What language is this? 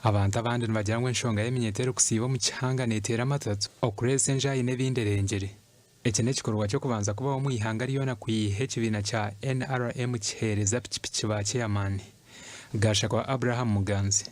Nyankole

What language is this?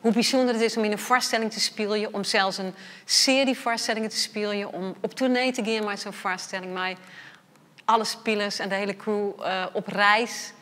Western Frisian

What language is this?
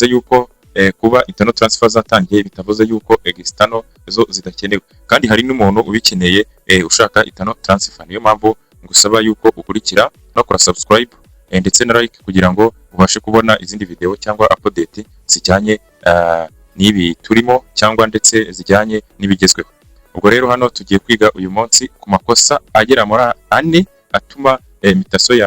Kinyarwanda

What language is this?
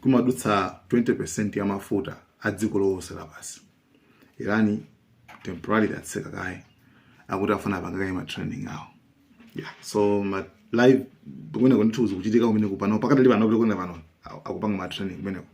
Nyanja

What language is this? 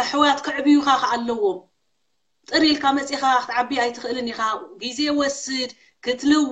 Tigrinya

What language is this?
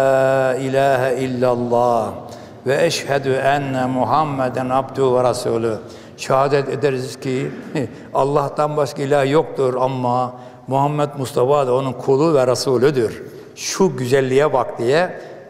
Turkish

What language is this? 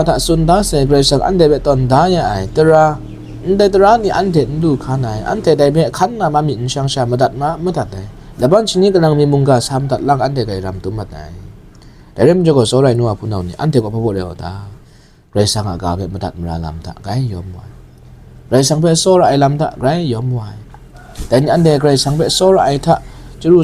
Kachin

